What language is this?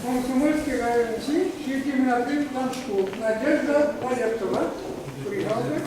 Chuvash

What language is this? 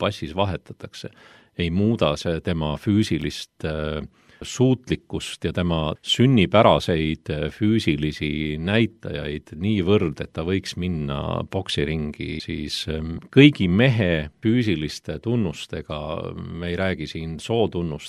Estonian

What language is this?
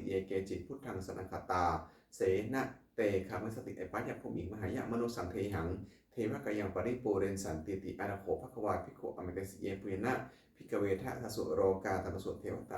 Pali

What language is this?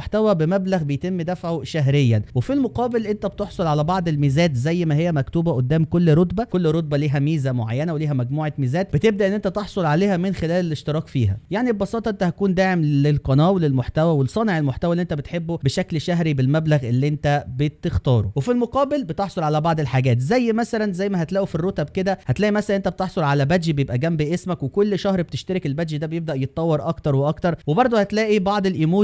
Egyptian Arabic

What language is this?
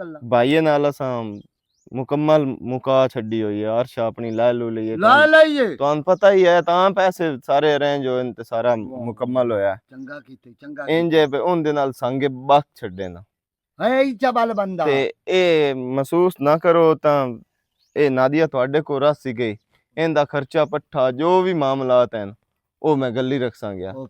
Western Panjabi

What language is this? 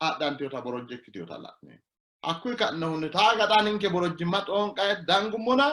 Sidamo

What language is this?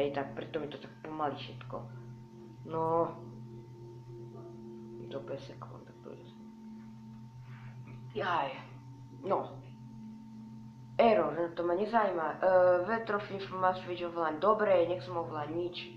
Slovak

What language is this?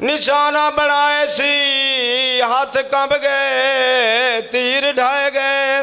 Saraiki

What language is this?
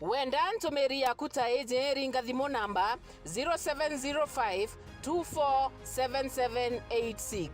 Meru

